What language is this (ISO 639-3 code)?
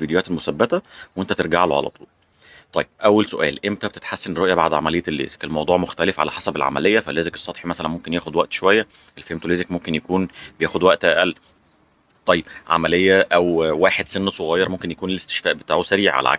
arz